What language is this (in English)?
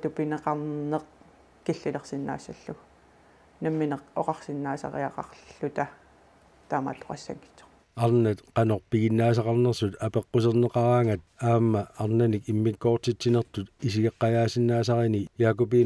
Kalaallisut